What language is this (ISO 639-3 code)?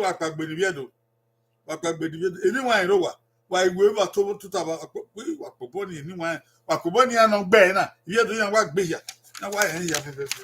bin